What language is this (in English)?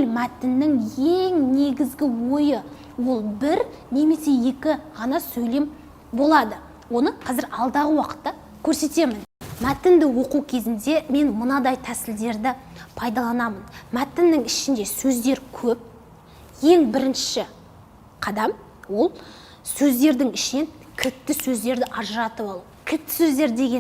Kazakh